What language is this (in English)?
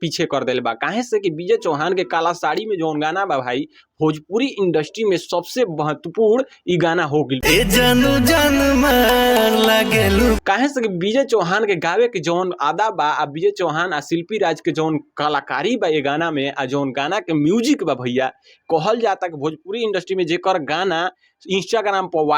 Bhojpuri